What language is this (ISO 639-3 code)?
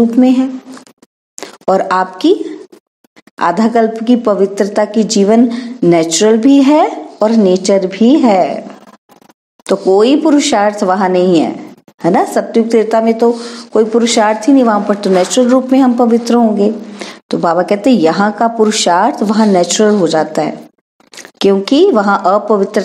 hin